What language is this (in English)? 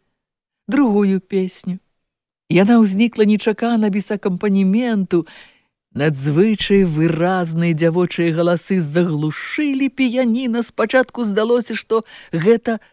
Belarusian